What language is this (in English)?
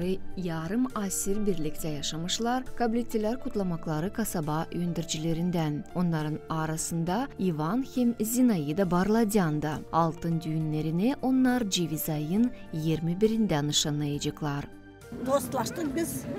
Gagauz